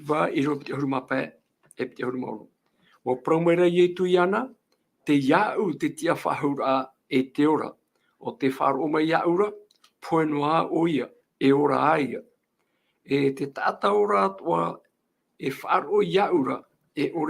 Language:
Tahitian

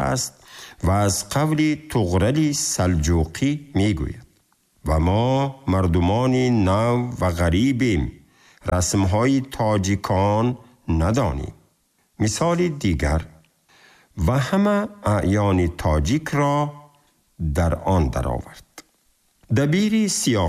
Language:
Tajik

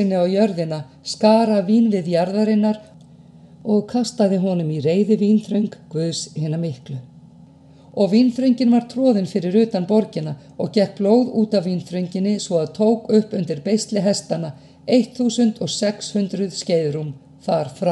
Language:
Icelandic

